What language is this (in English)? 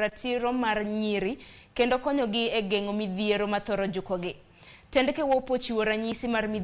Luo (Kenya and Tanzania)